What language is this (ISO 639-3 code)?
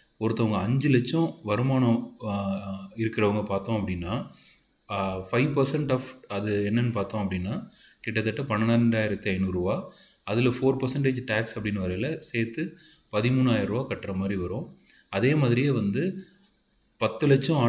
tam